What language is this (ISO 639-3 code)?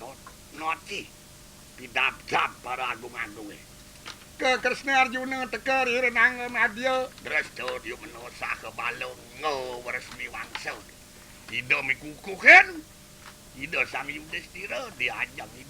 ban